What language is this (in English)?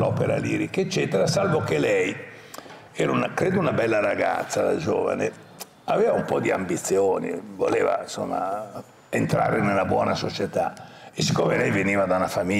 Italian